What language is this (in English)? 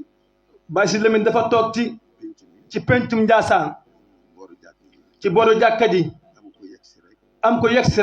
Wolof